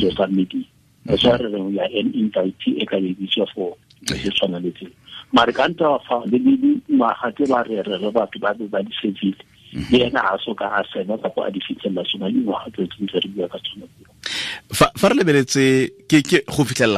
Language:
Tswana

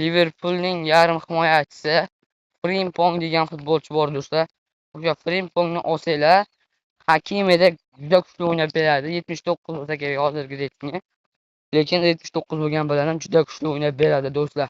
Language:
Uzbek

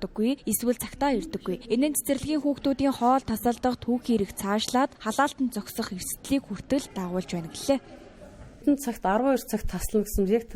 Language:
Mongolian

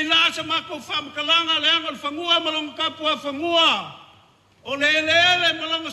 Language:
Samoan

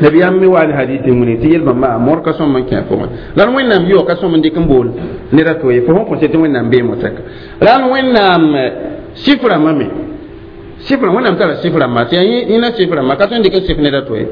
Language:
Mossi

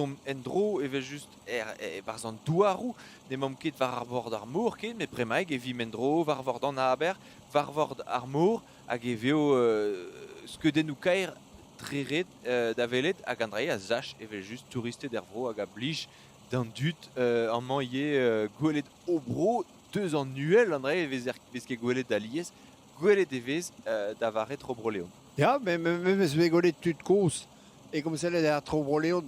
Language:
Breton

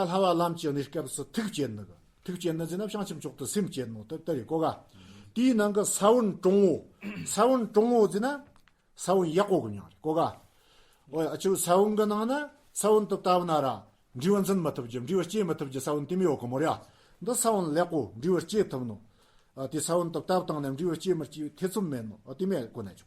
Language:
Tibetan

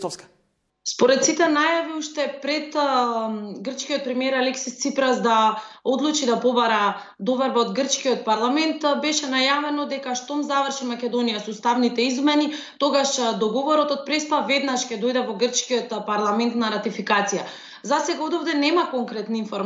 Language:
Macedonian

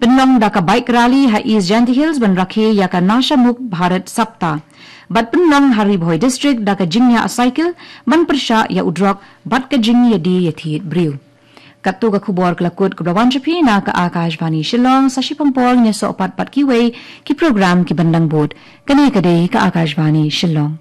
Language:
Khasi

